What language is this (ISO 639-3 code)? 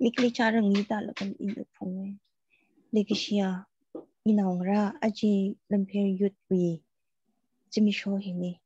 nmf